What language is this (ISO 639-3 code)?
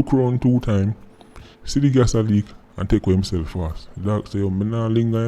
jam